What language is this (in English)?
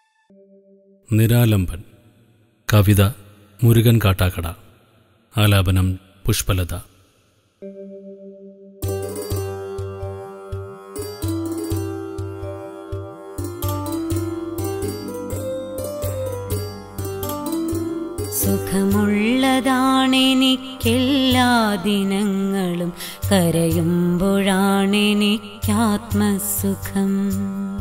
Malayalam